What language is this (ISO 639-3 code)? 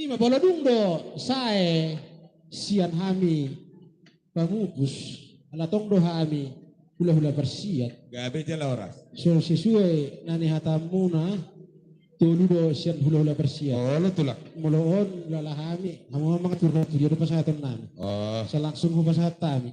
bbc